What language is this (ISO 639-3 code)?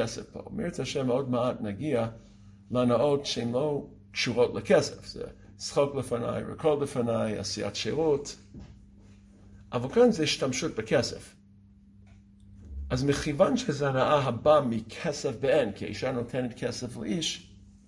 heb